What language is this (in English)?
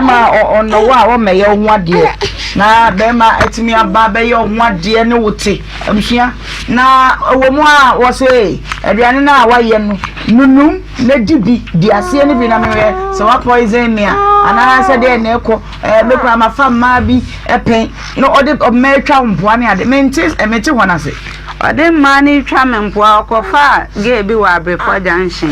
Akan